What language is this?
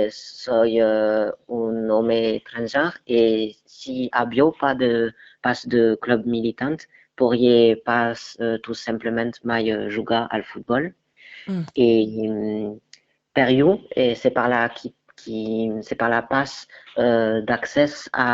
Occitan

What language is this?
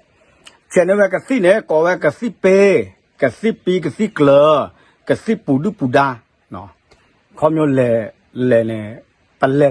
S'gaw Karen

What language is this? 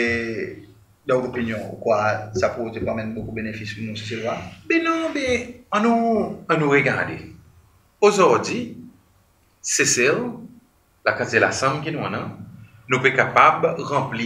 Seselwa Creole French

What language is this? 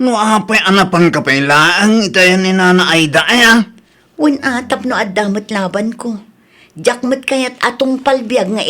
Iloko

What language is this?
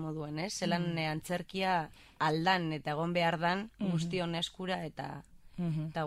Basque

